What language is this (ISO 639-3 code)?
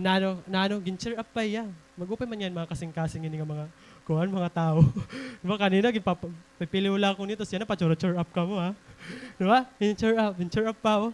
war